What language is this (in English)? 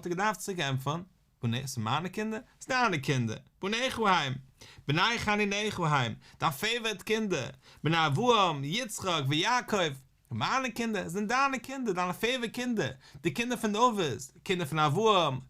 Yiddish